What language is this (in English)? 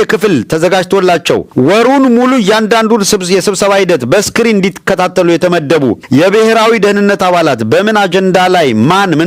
Amharic